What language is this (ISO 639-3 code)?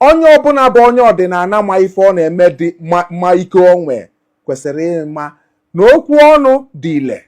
ibo